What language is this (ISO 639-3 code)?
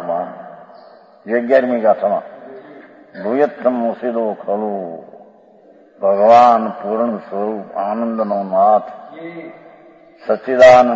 guj